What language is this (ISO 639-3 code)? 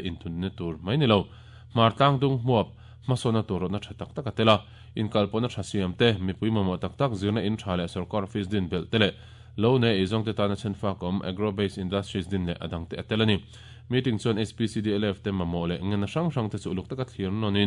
lus